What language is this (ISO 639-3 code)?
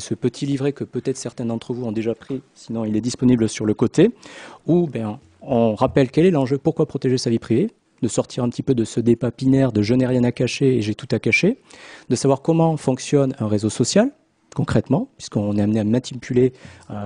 fra